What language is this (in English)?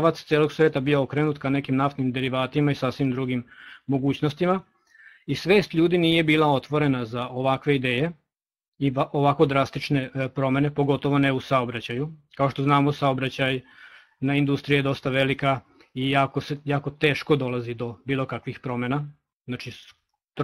Serbian